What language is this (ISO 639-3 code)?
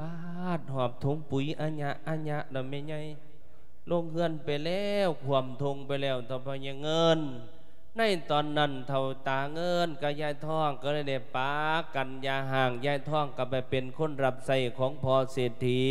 lao